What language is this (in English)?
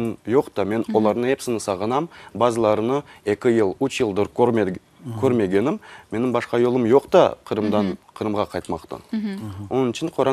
Crimean Tatar